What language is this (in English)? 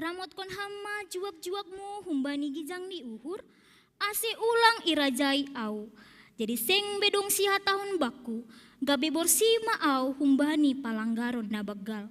Batak Simalungun